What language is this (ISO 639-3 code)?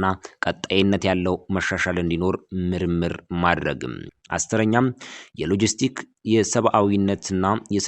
amh